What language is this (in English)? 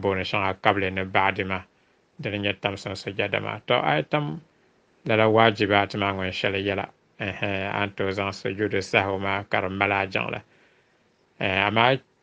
Dagbani